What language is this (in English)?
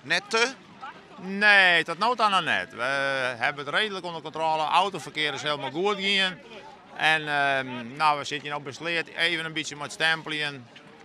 Western Frisian